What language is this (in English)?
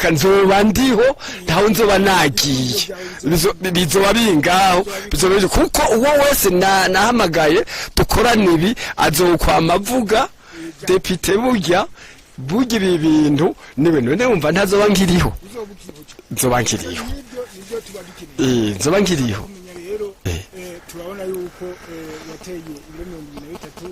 Rundi